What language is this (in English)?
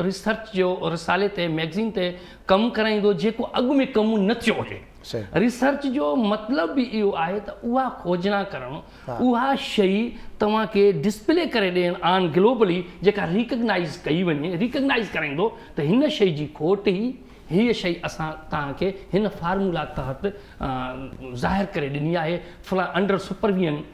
Sindhi